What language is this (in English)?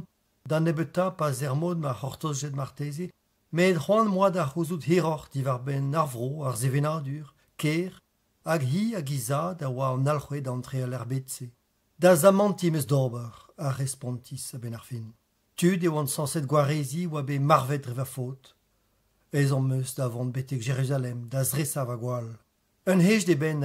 Breton